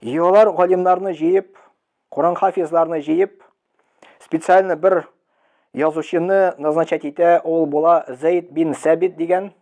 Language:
Tatar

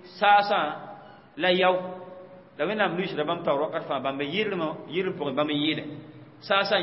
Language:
Mossi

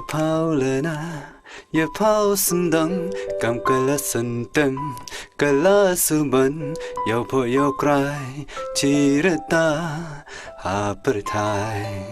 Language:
Khasi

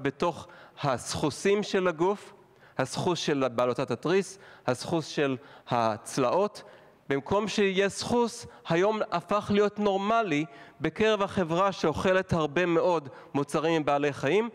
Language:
Hebrew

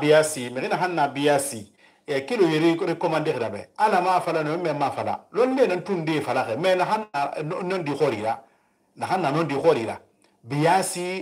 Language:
Susu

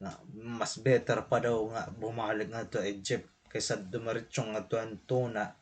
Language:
Waray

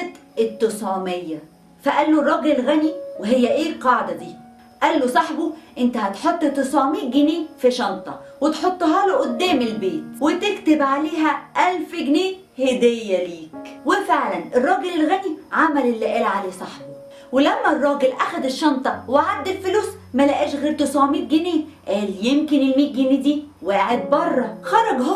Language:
Egyptian Arabic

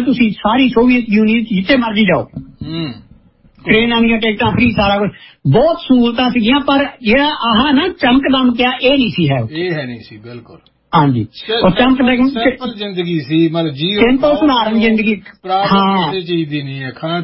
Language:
Punjabi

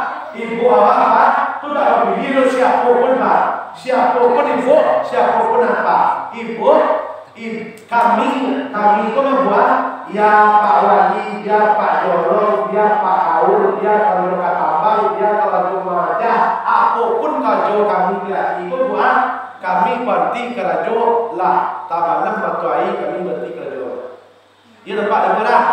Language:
Minangkabau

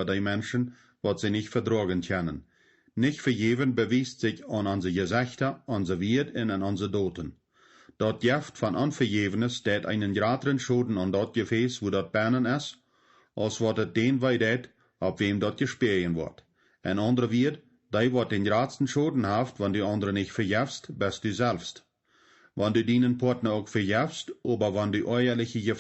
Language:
Plautdietsch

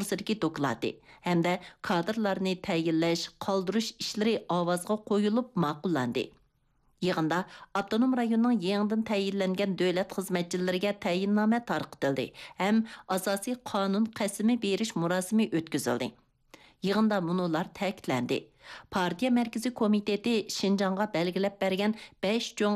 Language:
Uyghur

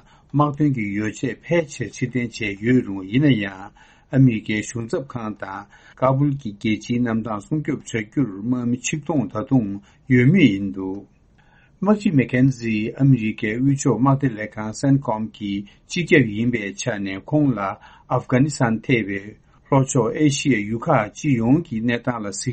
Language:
Tibetan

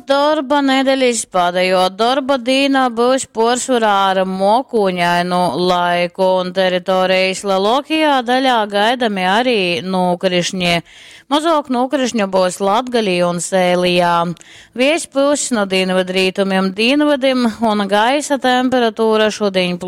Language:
Latgalian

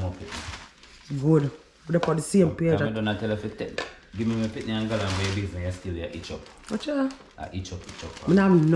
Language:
Jamaican Creole English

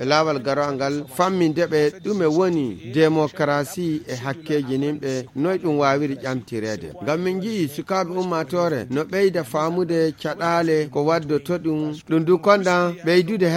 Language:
Fula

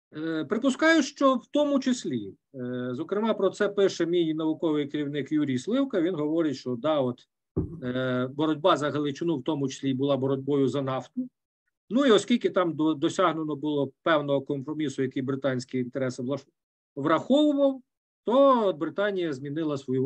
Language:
Ukrainian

